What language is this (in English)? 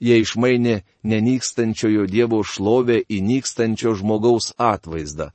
Lithuanian